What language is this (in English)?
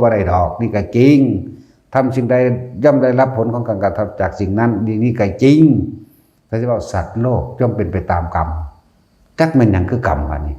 Northeastern Thai